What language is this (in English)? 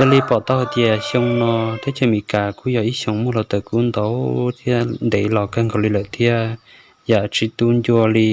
Hmong